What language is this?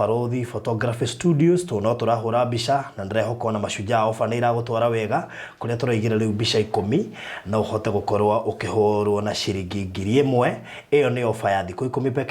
Kikuyu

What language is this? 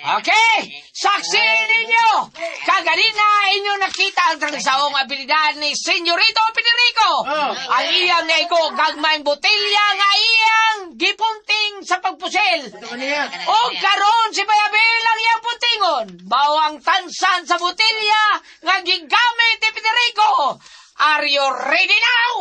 Cebuano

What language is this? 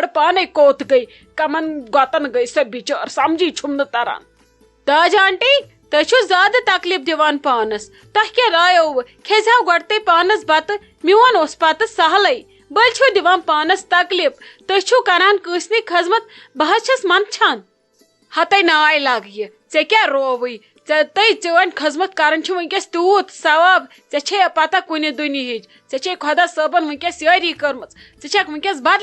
Kashmiri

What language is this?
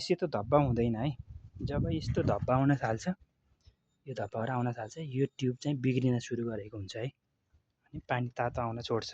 Nepali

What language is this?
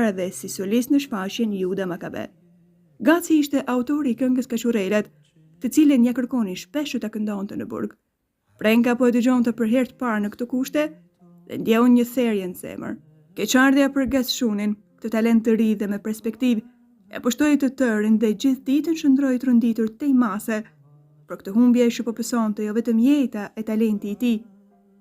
Albanian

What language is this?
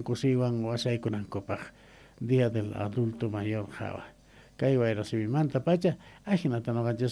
South Bolivian Quechua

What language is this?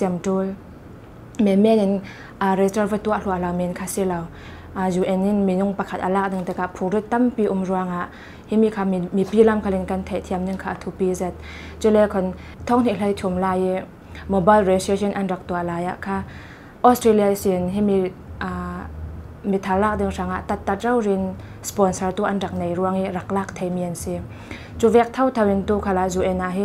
Thai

